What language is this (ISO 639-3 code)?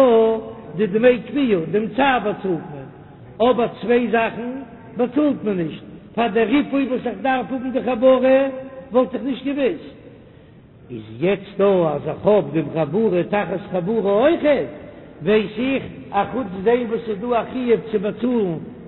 yid